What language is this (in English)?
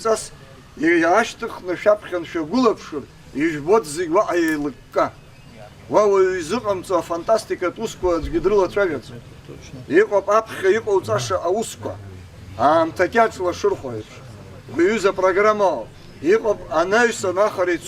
Abkhazian